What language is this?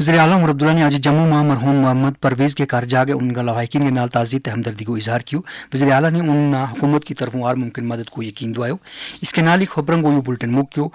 Gujari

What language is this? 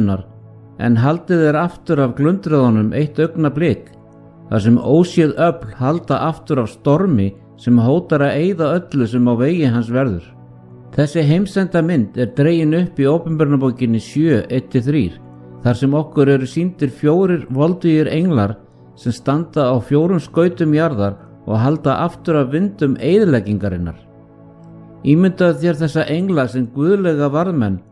Icelandic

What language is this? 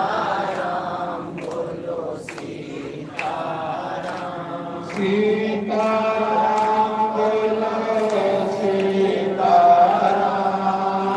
Dogri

